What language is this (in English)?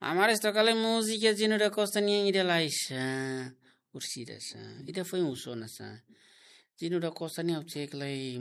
Tetum